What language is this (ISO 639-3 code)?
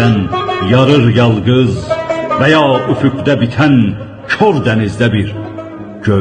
azb